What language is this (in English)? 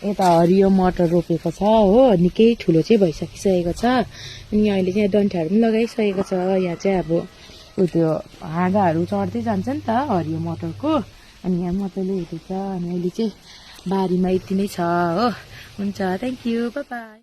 Nepali